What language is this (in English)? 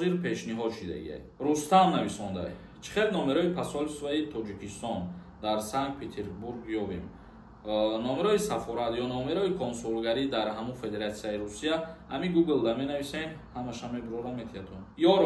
Tajik